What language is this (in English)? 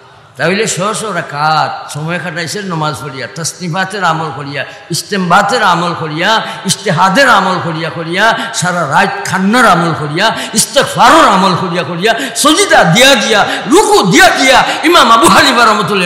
Sylheti